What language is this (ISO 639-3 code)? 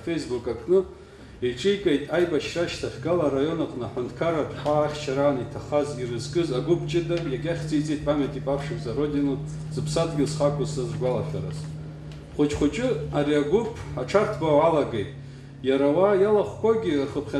abk